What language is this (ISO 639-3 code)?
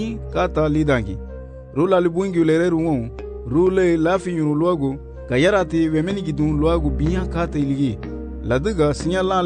cab